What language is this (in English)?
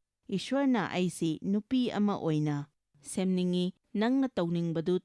Manipuri